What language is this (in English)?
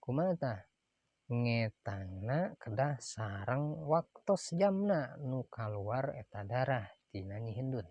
Sundanese